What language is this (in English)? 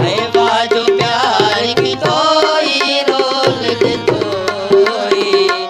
Saraiki